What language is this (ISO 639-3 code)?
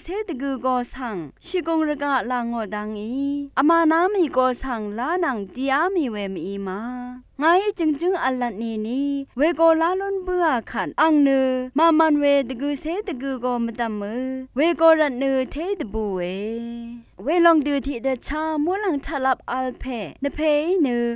raw